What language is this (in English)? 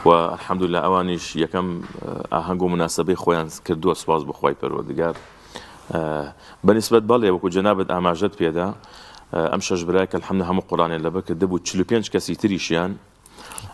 Central Kurdish